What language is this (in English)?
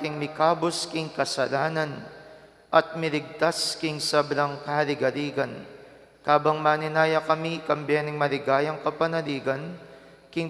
Pampanga